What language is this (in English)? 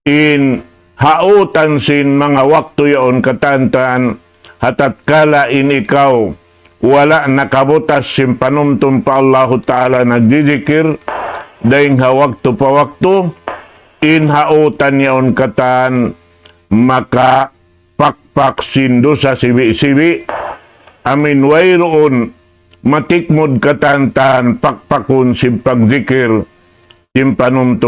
Tausug